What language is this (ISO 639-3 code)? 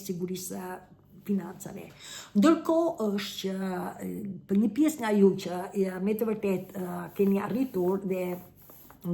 sqi